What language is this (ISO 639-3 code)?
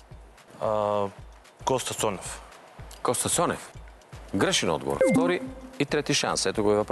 bul